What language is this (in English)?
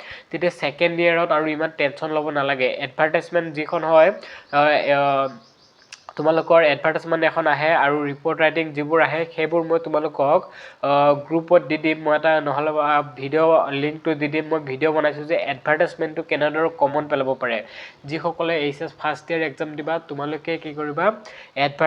Assamese